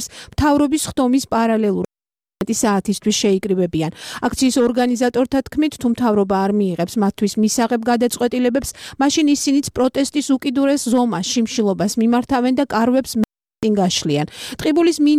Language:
Georgian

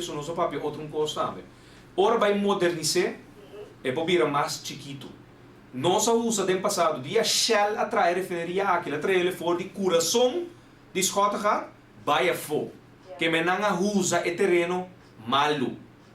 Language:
Papiamento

